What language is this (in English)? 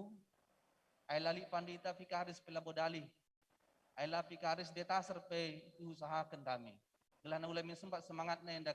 Batak Karo